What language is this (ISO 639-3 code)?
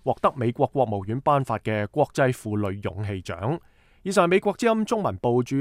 yue